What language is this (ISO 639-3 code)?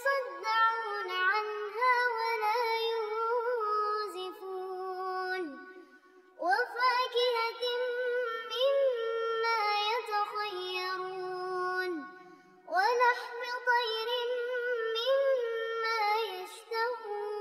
ara